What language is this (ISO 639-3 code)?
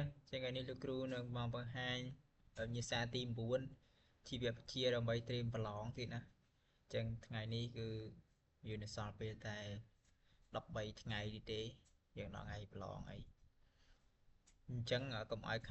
khm